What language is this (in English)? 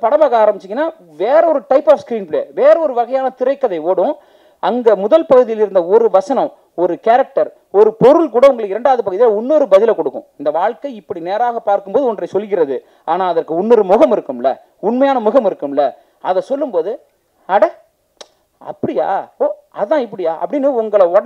Tamil